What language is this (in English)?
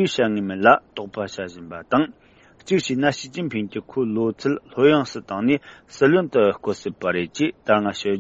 Tibetan